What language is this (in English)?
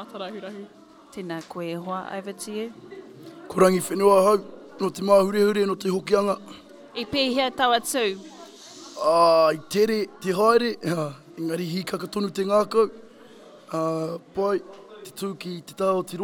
Māori